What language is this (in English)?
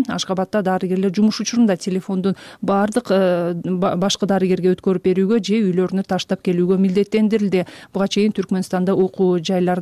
Kyrgyz